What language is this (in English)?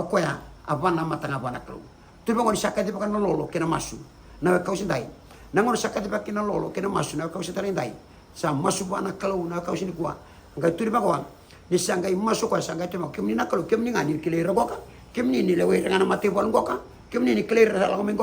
Fijian